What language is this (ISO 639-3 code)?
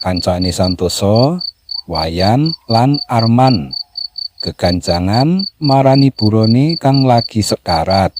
jav